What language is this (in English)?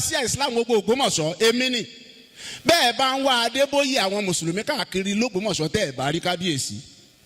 Yoruba